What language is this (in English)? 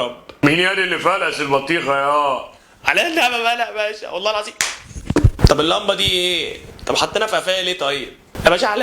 Egyptian Arabic